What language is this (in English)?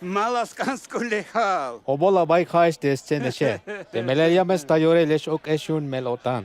Tzeltal